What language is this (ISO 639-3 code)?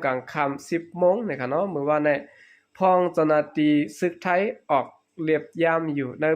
shn